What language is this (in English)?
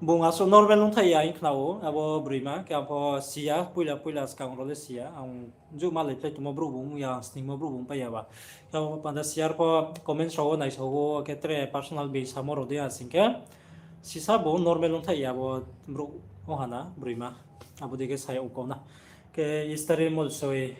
Riang (India)